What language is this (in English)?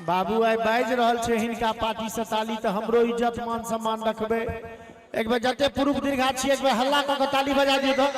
Maithili